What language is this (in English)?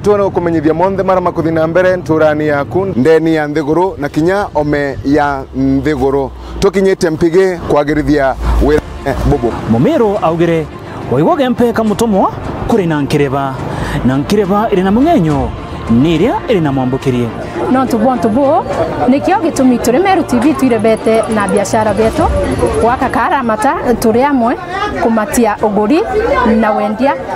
Meru